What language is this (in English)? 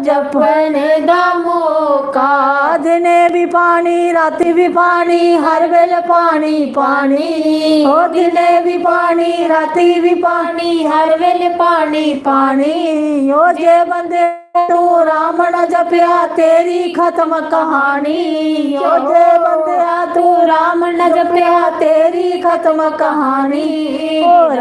Dogri